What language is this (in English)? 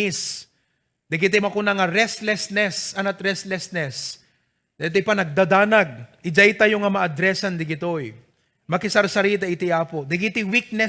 Iloko